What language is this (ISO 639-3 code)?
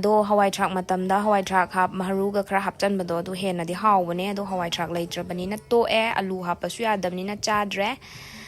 mni